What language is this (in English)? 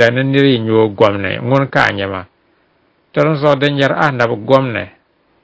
Dagbani